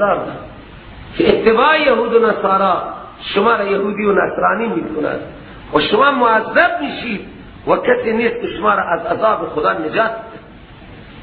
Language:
Persian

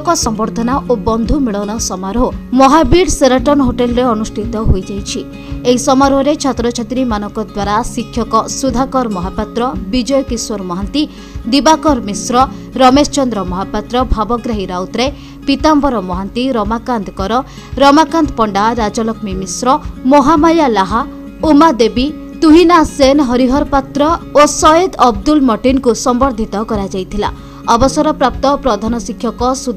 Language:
Odia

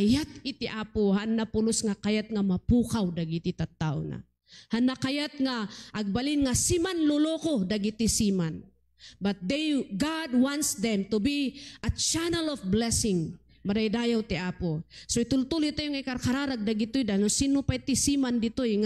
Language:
Iloko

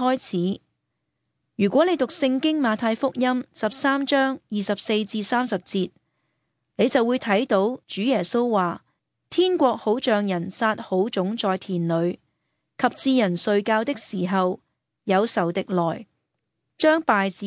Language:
Cantonese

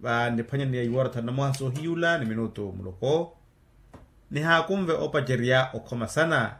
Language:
Makhuwa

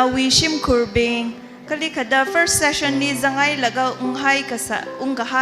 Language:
Tangkhul Naga (India)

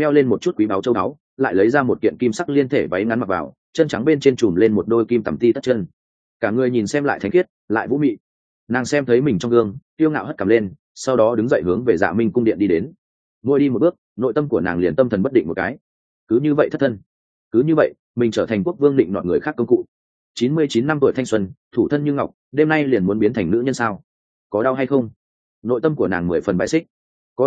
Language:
Vietnamese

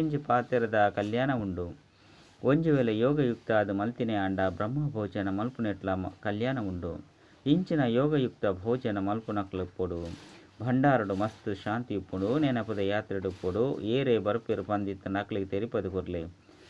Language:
Tulu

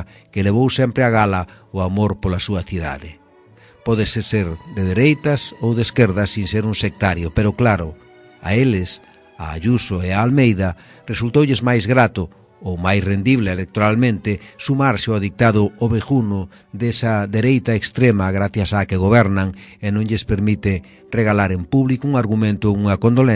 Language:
Galician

